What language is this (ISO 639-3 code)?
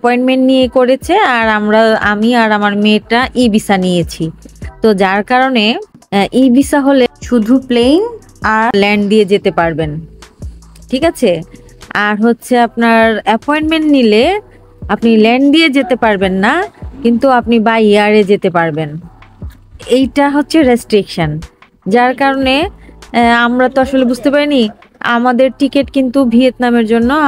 ben